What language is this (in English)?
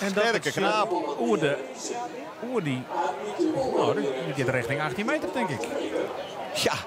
Western Frisian